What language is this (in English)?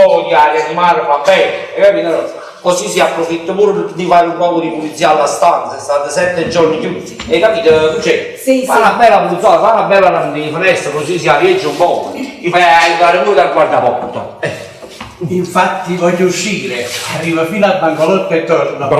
Neapolitan